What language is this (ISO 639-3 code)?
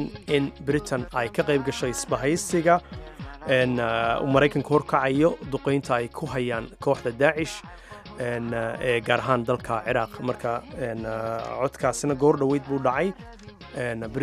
som